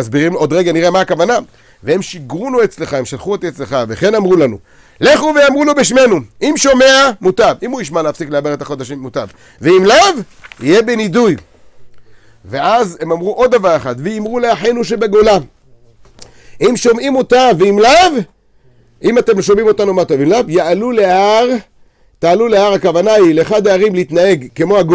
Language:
Hebrew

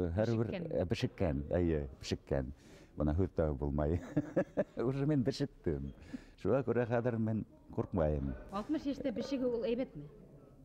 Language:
Bashkir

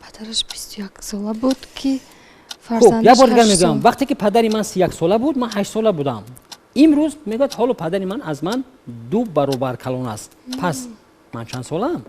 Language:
Tajik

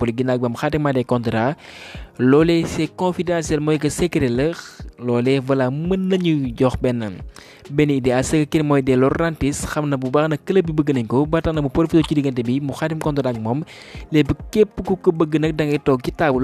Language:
Wolof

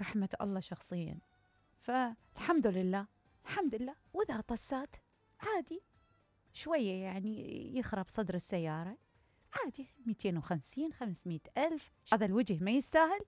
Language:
Mesopotamian Arabic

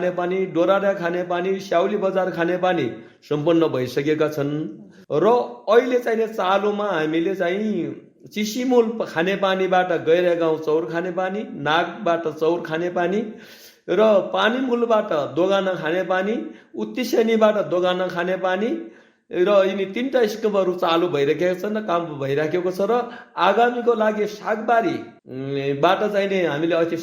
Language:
Nepali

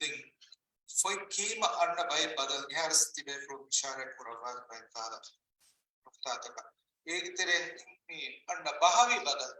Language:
Divehi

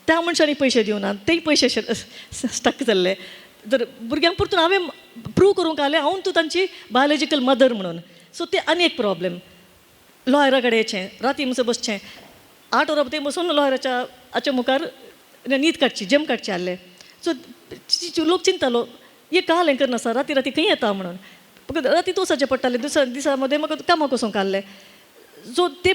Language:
Konkani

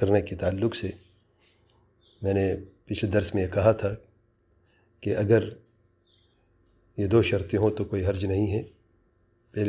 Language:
Urdu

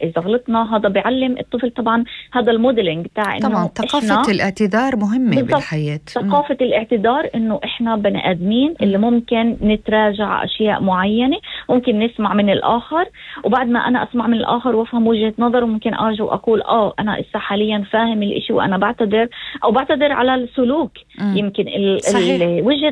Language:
North Levantine Arabic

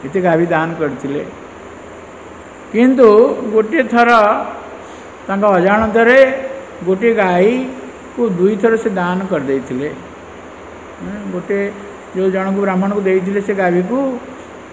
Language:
Odia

